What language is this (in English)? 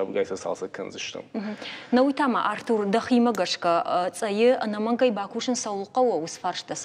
Ossetic